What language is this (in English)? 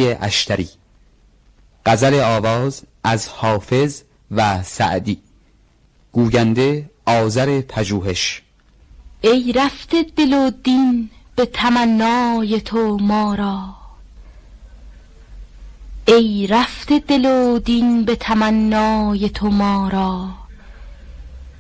Persian